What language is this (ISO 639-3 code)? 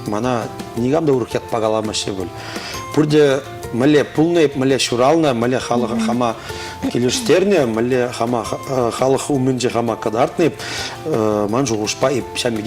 chv